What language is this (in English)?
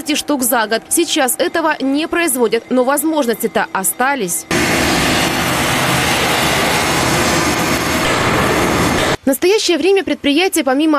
Russian